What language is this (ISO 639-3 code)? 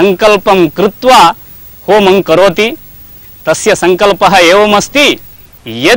san